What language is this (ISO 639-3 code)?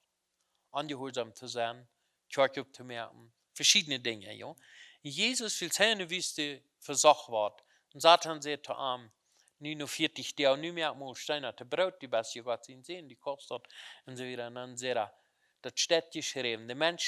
pdt